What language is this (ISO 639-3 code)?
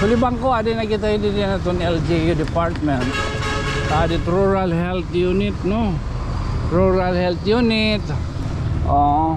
war